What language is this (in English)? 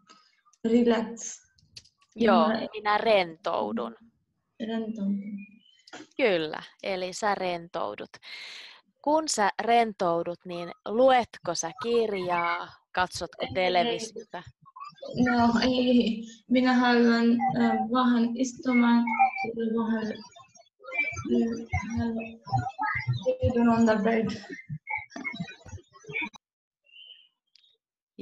Finnish